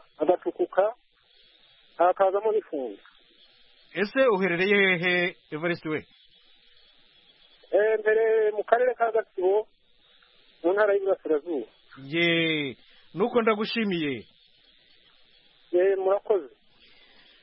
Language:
Kinyarwanda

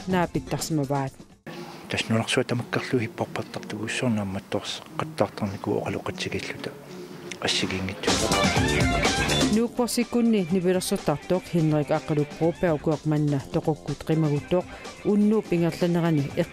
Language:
Kalaallisut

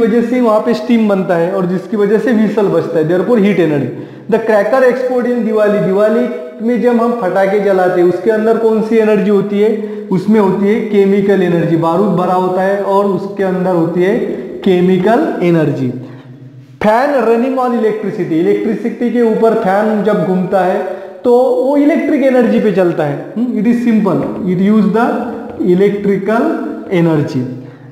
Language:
Hindi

